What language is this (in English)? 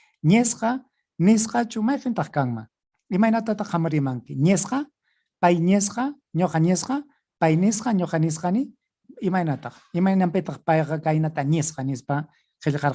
Ayacucho Quechua